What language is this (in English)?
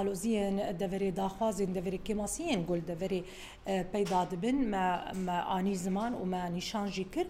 Kurdish